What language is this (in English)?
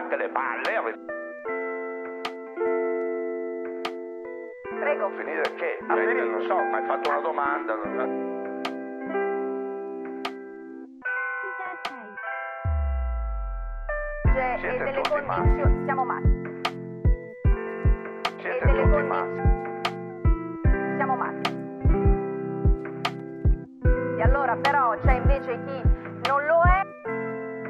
Italian